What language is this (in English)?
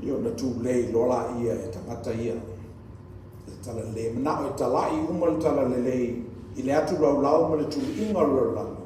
Samoan